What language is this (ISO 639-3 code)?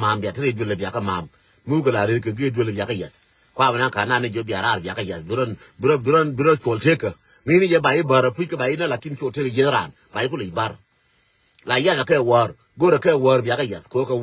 nus